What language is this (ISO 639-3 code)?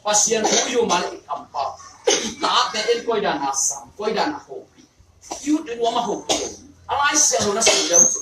ctd